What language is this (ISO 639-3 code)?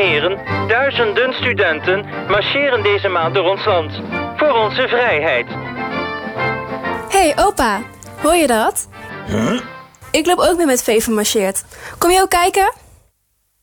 nld